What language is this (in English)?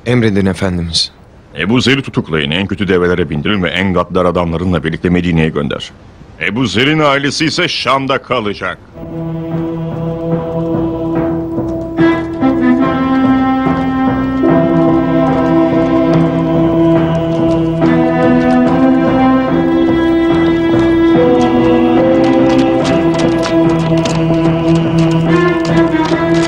Turkish